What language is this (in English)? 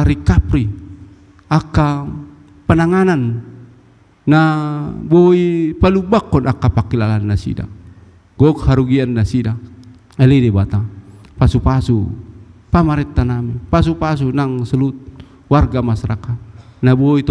Batak Toba